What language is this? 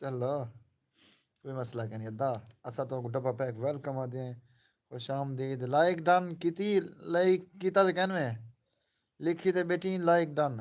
Saraiki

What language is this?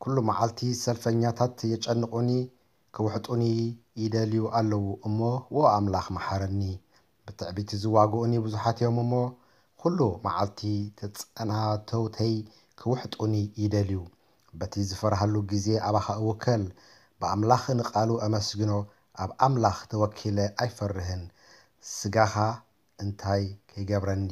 Tigrinya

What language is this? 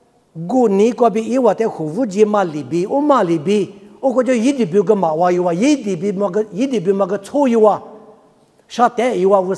Lisu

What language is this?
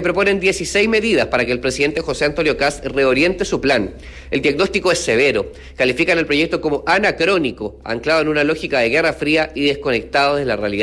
Spanish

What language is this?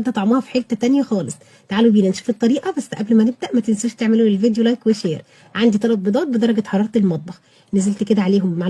Egyptian Arabic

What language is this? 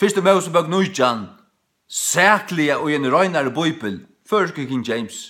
Faroese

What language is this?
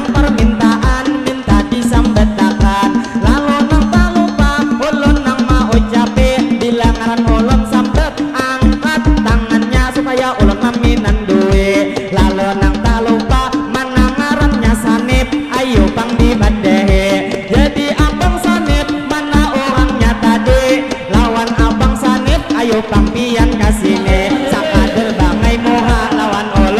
Banjar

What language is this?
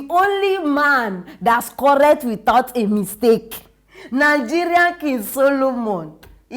Nigerian Pidgin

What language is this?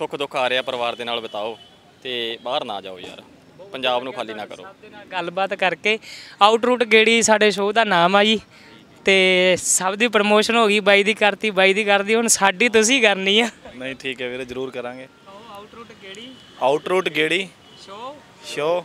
Punjabi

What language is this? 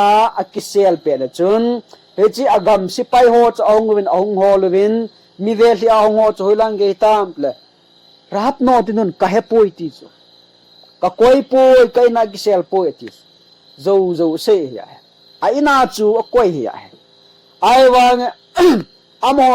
Thado Chin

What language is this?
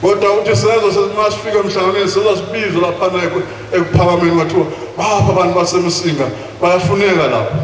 Zulu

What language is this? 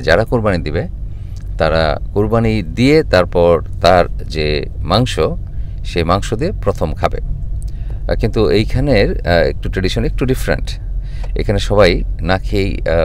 Bangla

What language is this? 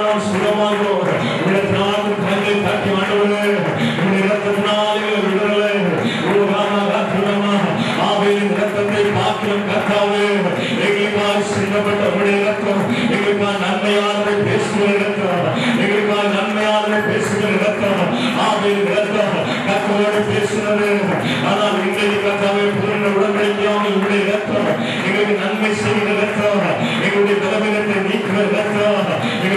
Tamil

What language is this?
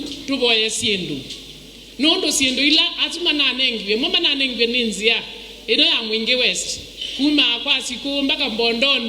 Kamba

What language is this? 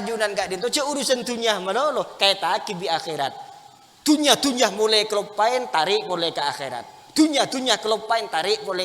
Madurese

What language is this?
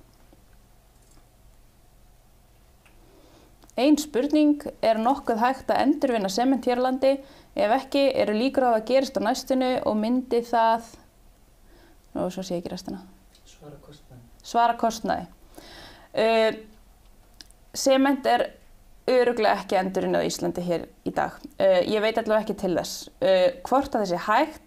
Icelandic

